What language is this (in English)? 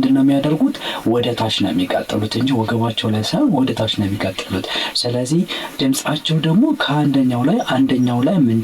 Amharic